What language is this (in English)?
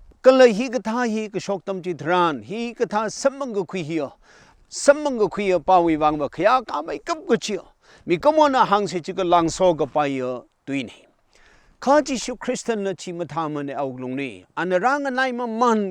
Tangkhul Naga (India)